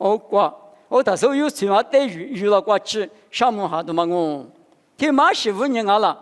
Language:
Lisu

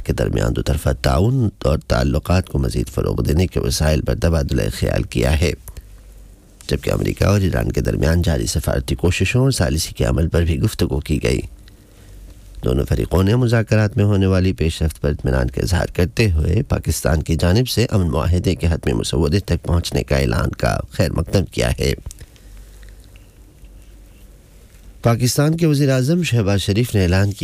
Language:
Urdu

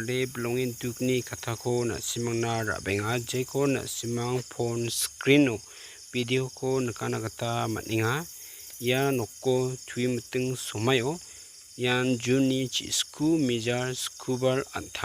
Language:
Garo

